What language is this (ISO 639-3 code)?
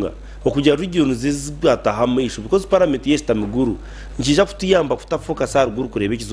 nyn